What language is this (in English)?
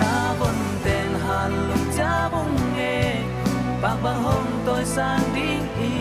Tedim Chin